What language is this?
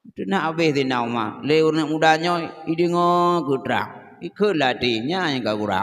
Achinese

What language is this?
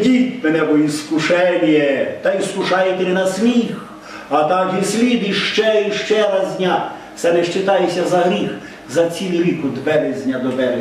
Rusyn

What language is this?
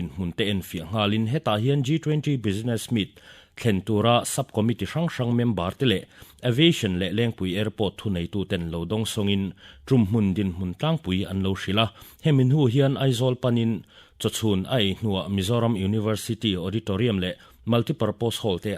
Mizo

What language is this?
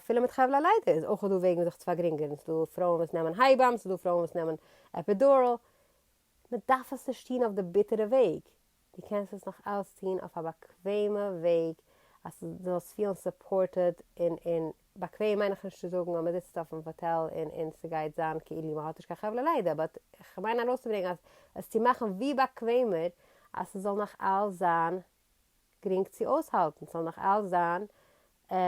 Yiddish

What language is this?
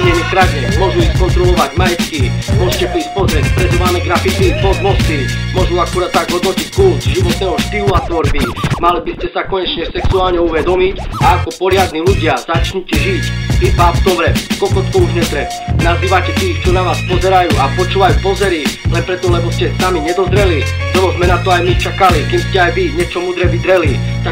Slovak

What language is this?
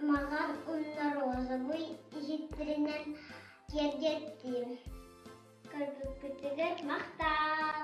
Yakut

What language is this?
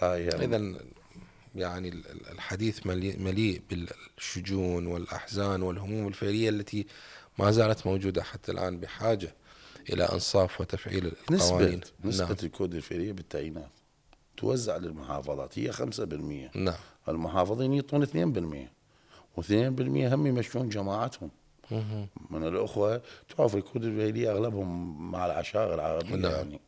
Mesopotamian Arabic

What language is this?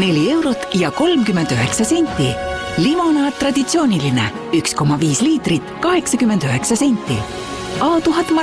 Estonian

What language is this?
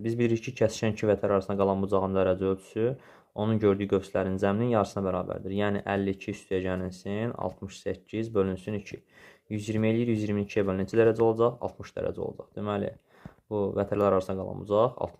Azerbaijani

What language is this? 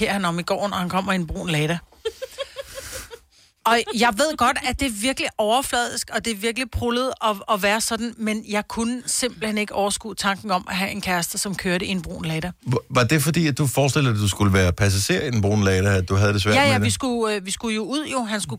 Danish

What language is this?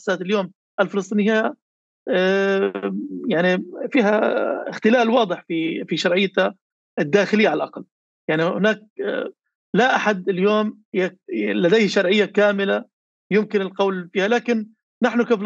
North Levantine Arabic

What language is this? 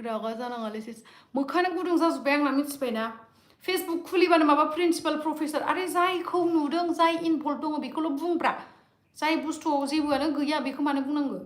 Bodo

